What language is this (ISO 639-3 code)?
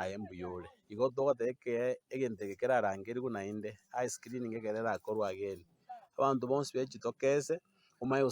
guz